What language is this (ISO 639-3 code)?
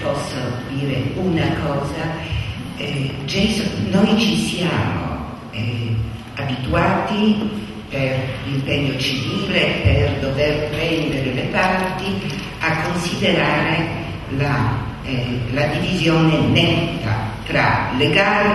ita